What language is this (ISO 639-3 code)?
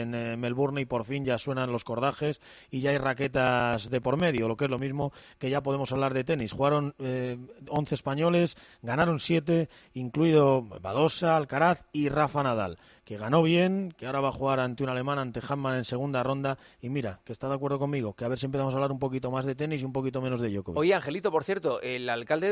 spa